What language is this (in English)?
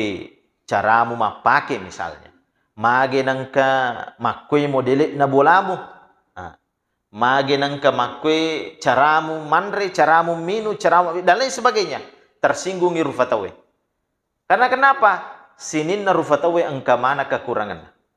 Buginese